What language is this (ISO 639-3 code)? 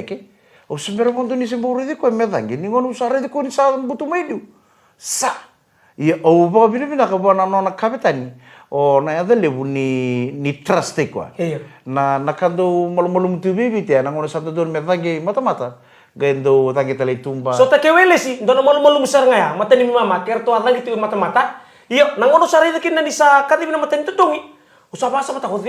fij